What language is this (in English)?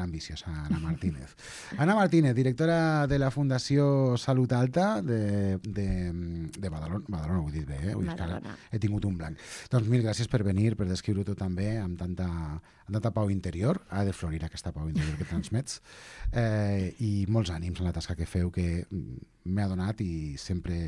Catalan